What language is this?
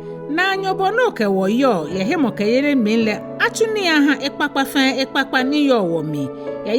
Ga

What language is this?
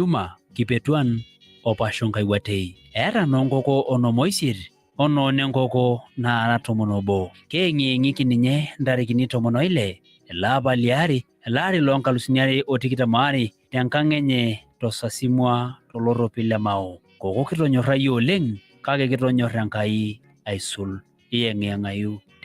Masai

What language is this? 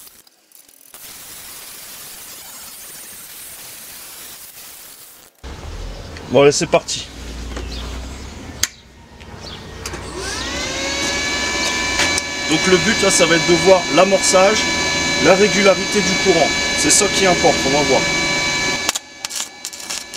French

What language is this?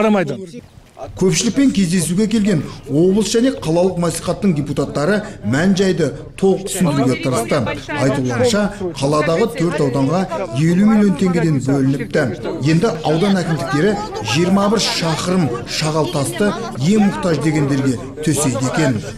Kazakh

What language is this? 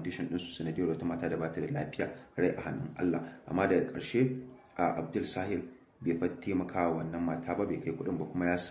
Hausa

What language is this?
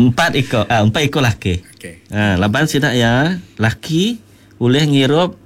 Iban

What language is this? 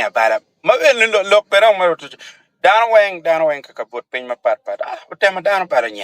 Acoli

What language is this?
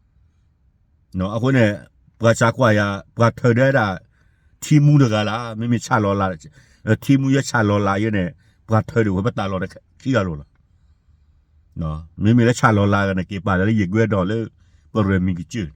S'gaw Karen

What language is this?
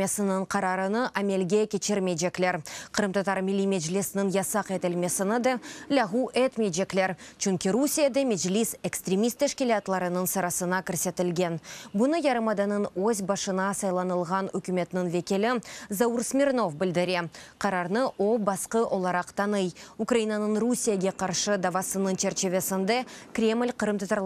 Crimean Tatar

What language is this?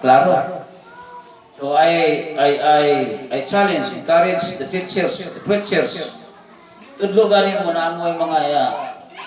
Cebuano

